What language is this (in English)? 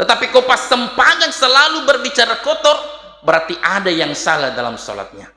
Buginese